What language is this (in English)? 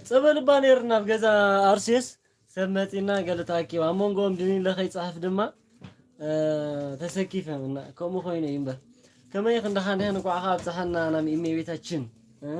Tigrinya